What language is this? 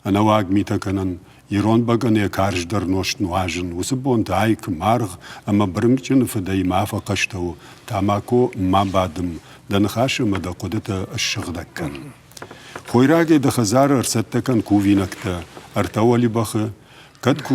Ossetic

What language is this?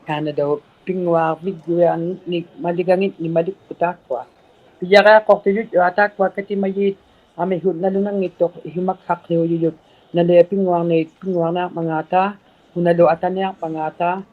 Inuktitut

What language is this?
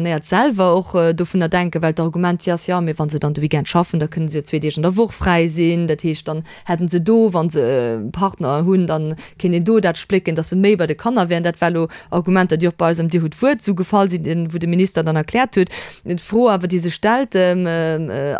Luxembourgish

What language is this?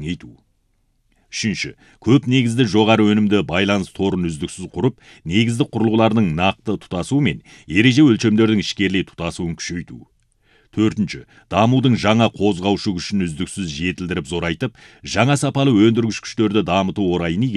Kazakh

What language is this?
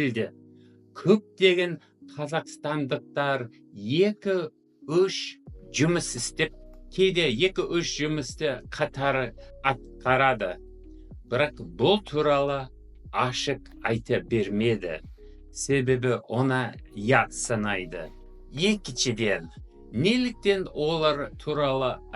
Kazakh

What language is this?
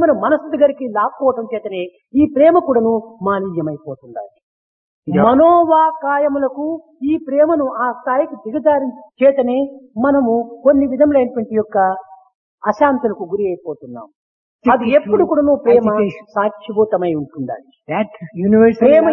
Telugu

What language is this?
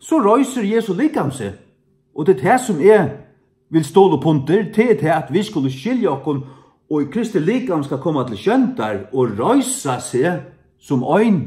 Faroese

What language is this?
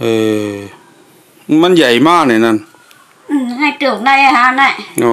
Shan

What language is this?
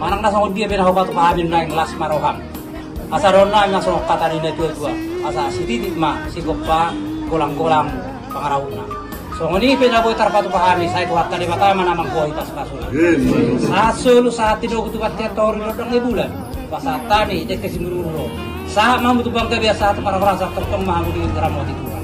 Batak Toba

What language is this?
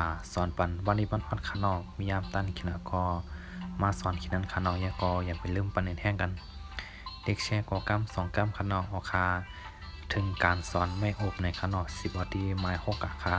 Shan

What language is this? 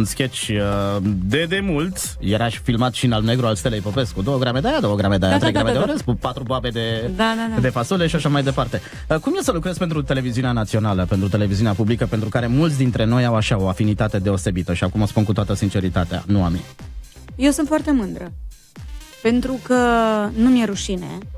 Romanian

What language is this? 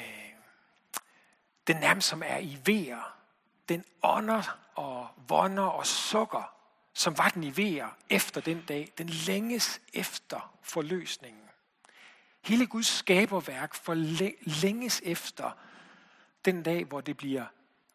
Danish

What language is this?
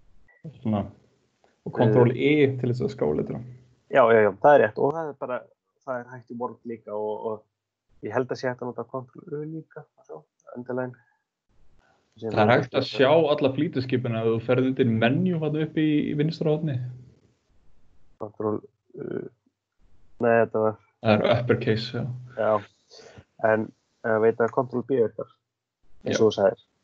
Icelandic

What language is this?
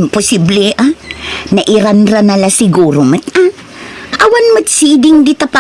Iloko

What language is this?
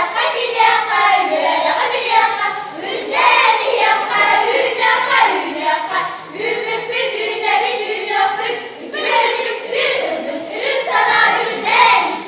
Yakut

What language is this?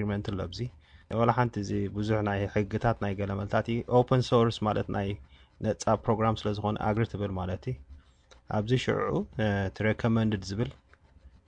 Tigrinya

